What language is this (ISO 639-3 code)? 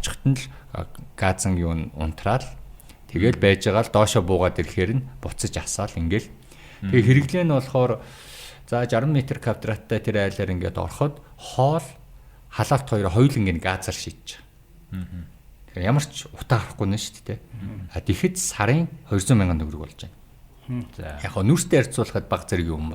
mon